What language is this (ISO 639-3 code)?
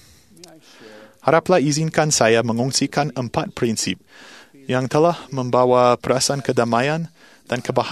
msa